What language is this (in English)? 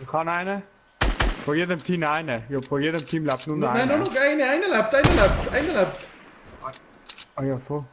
Swiss German